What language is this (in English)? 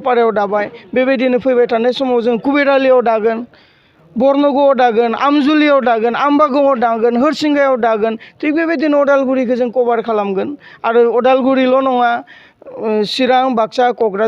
Bodo